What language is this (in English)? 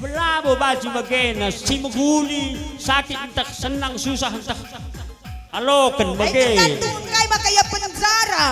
Batak Karo